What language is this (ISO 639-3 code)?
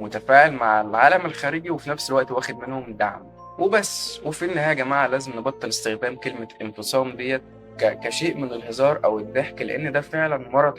arz